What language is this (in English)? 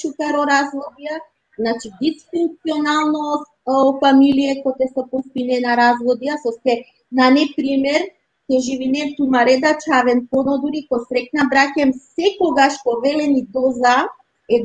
Balkan Romani